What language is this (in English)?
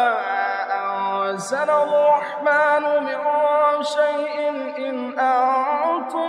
Urdu